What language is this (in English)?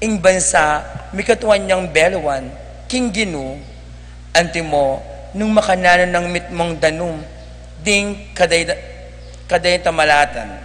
Pampanga